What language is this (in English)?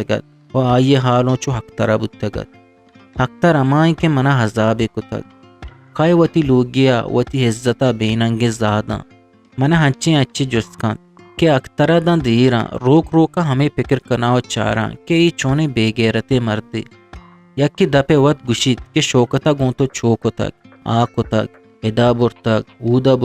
Eastern Balochi